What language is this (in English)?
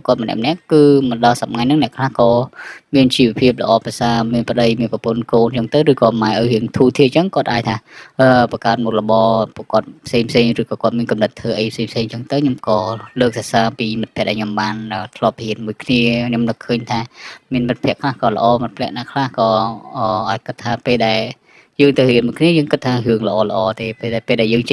Khmer